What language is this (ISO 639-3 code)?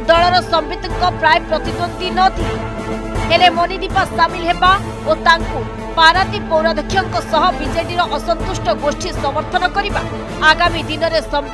ori